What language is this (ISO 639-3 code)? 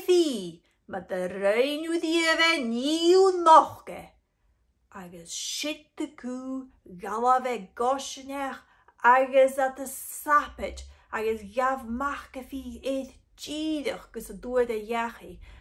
gla